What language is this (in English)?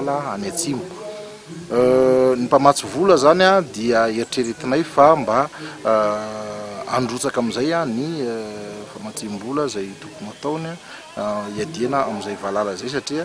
Malagasy